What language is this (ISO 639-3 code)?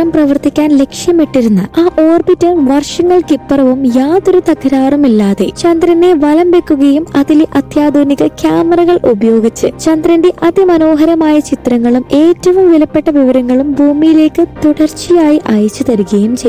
mal